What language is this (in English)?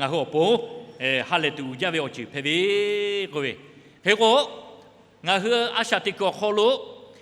Lahu